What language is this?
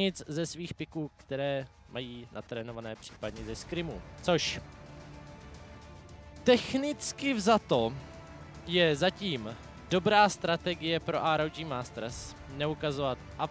Czech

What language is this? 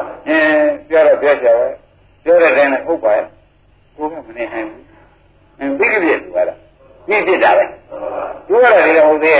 Burmese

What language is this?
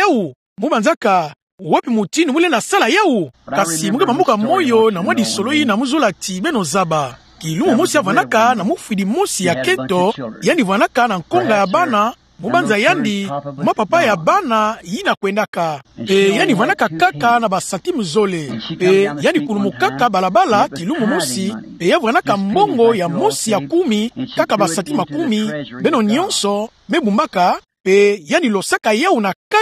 Kituba (Democratic Republic of Congo)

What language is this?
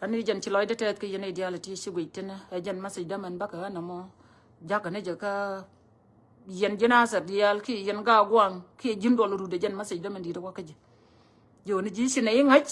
Nuer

